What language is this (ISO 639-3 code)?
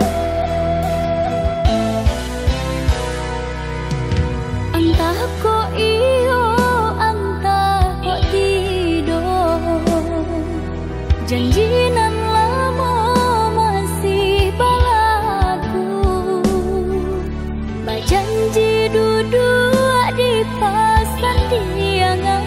min